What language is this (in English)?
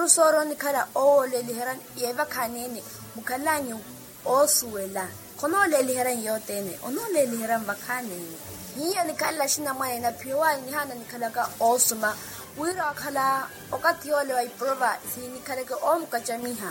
Makhuwa